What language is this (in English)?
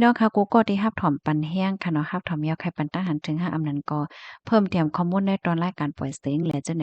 Shan